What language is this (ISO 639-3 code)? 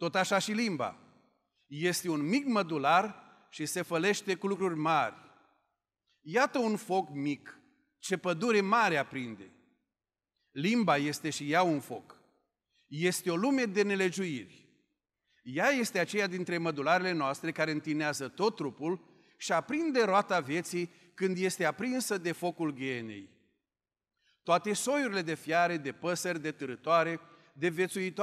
ron